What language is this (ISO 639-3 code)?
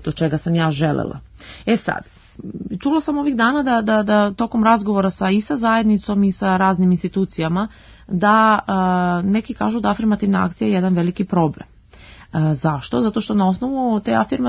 srp